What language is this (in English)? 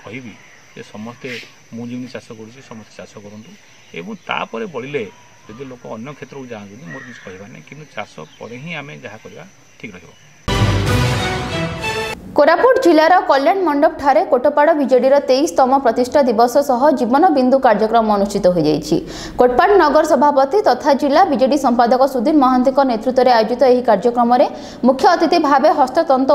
Odia